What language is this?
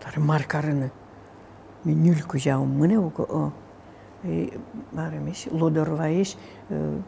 Udmurt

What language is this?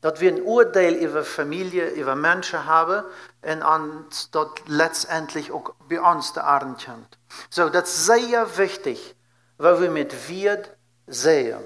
Plautdietsch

